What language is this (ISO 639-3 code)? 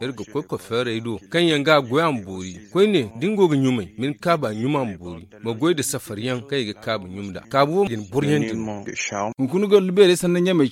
dje